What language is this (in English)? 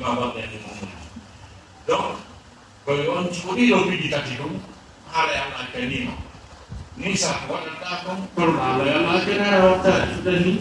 Fula